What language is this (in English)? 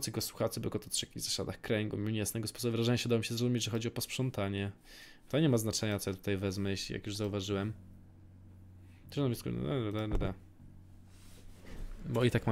Polish